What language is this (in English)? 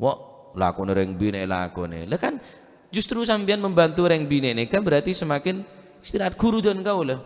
Madurese